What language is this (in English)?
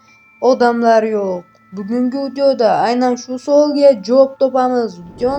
Uzbek